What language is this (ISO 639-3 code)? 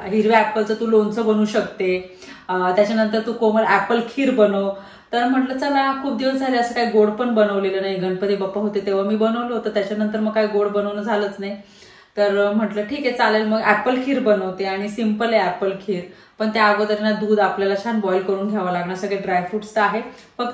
mar